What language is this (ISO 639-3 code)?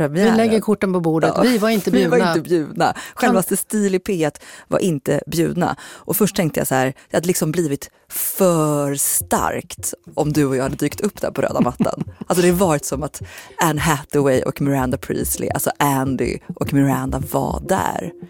swe